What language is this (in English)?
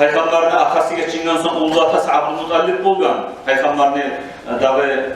Kumyk